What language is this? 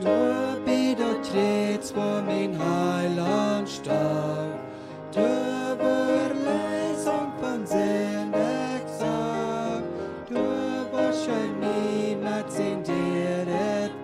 Plautdietsch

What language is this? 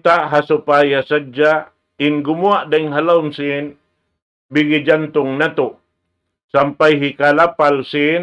Tausug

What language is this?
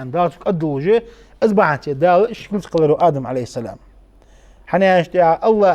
Ingush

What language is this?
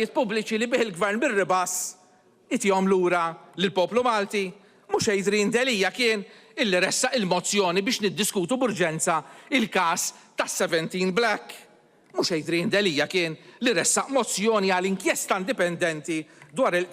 Maltese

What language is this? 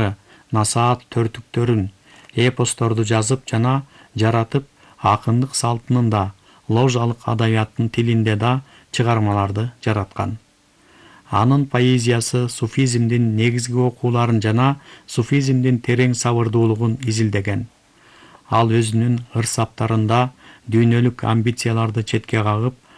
Kyrgyz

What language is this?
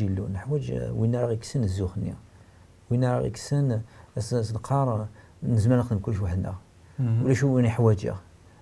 Kabyle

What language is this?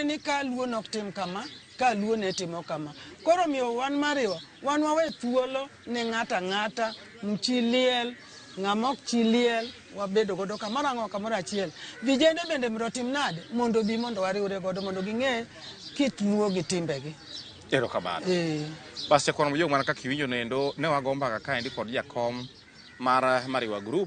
Luo (Kenya and Tanzania)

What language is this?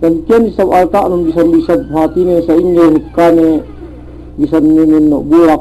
Yakan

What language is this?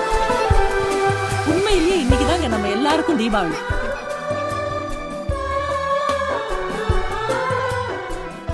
Tamil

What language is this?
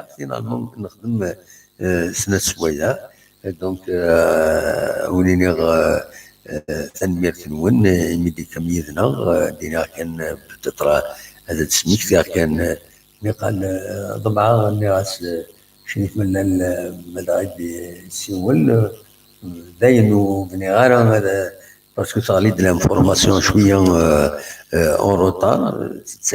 Kabyle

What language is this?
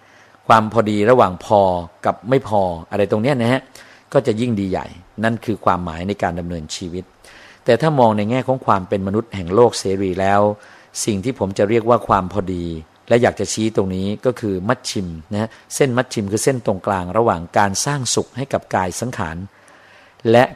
Thai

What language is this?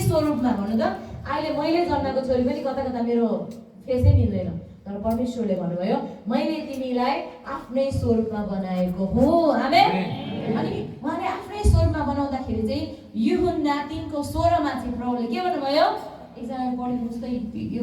Nepali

